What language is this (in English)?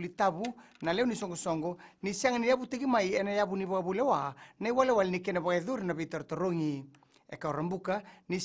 Fijian